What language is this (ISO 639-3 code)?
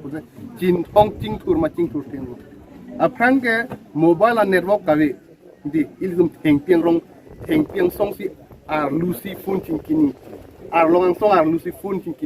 mjw